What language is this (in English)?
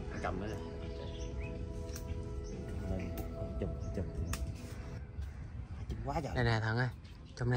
Vietnamese